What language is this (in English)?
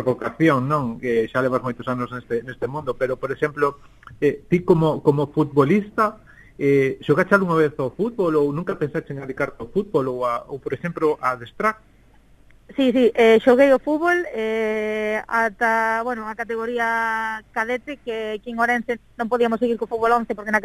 Galician